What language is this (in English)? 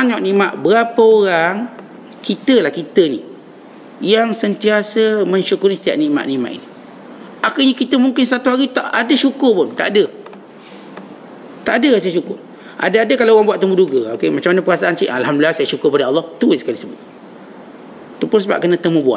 Malay